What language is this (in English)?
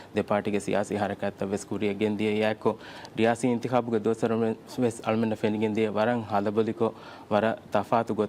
Divehi